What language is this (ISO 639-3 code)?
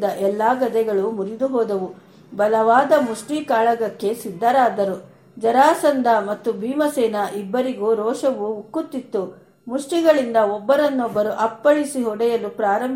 kan